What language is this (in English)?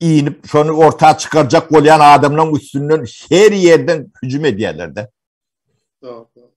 Turkmen